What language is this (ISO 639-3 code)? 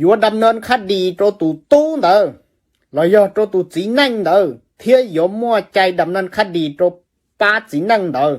hmn